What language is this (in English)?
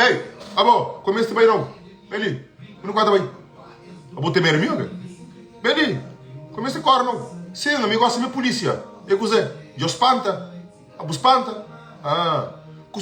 Kabuverdianu